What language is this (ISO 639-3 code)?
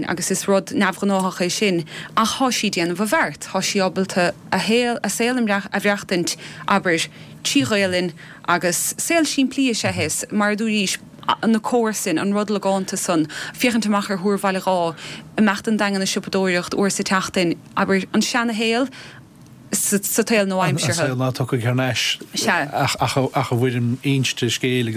gle